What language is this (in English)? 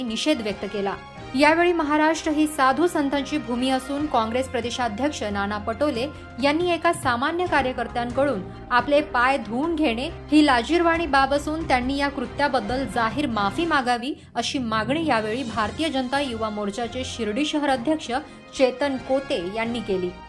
Marathi